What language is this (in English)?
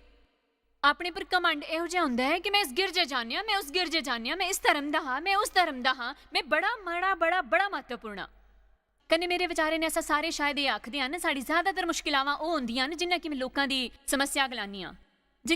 Dogri